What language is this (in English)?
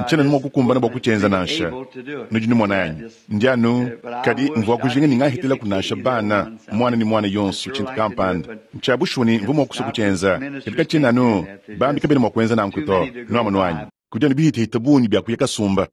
Luba-Lulua